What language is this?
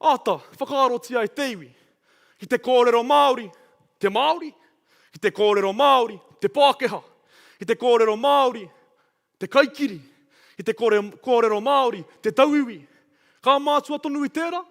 Māori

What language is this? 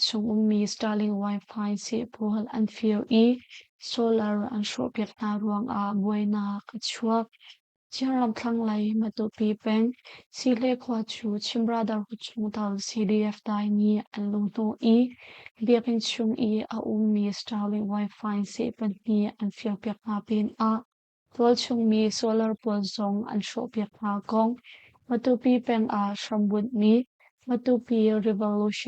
Hakha Chin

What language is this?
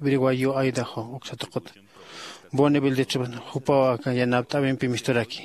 Aymara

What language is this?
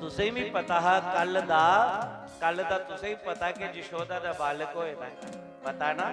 Dogri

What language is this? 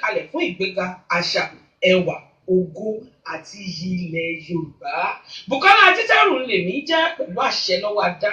Yoruba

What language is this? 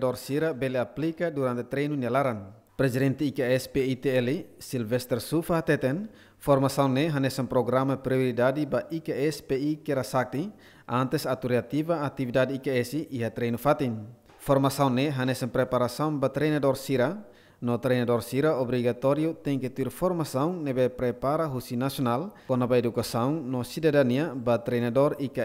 Tetum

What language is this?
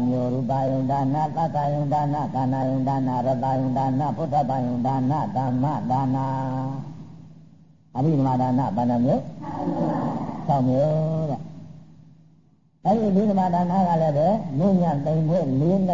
Burmese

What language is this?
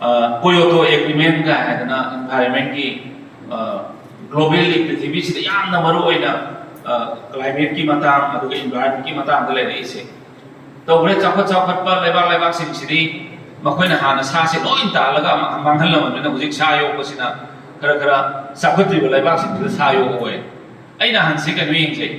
Manipuri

